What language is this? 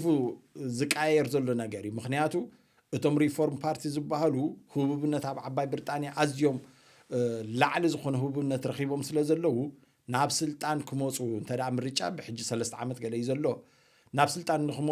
Tigrinya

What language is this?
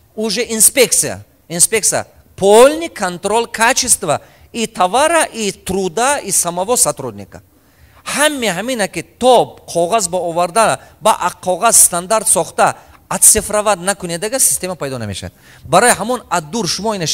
Tajik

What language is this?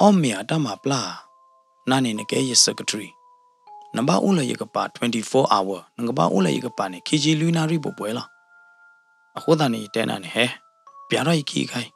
S'gaw Karen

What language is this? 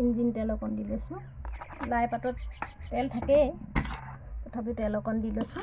Assamese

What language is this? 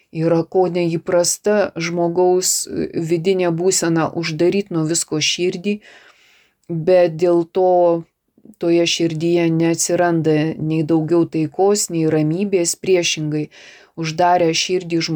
Lithuanian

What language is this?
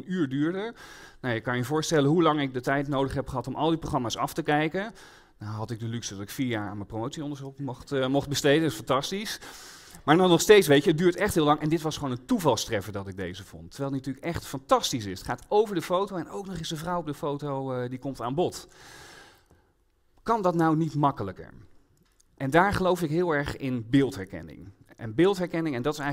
Dutch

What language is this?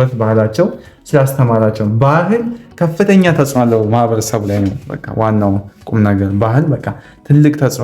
Amharic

